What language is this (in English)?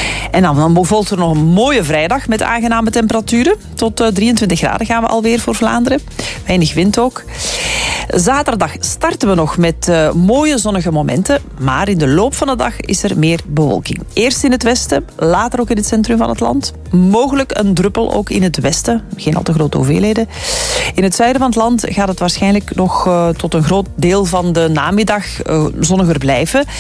Dutch